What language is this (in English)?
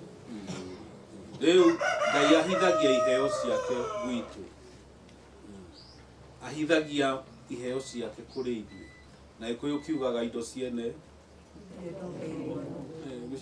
Kikuyu